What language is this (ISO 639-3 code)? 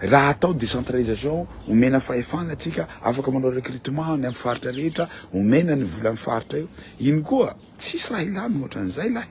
mlg